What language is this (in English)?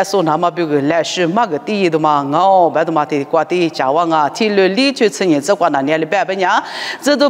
Lisu